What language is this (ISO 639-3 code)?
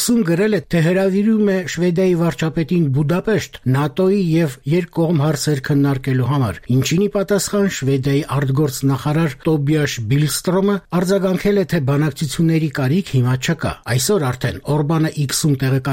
hye